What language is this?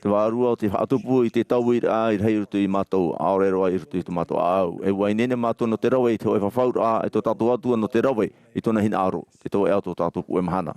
Tahitian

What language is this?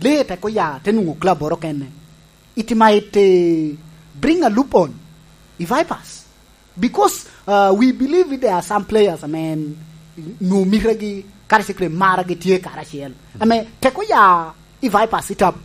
Lango (Uganda)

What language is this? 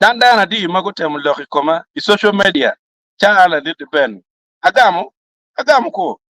Acoli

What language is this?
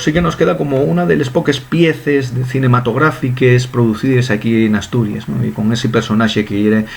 Asturian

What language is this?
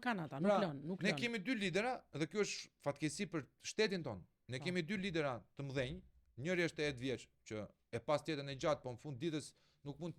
Albanian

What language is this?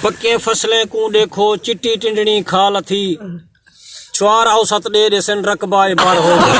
Saraiki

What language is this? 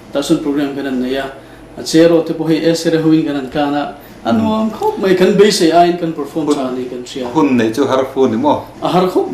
Mizo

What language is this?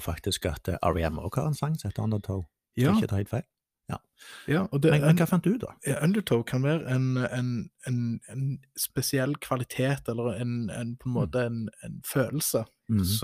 Norwegian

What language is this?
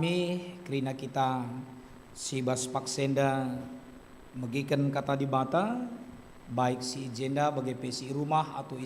Batak Karo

